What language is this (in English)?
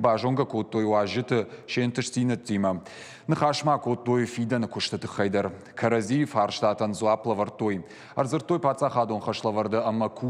Ossetic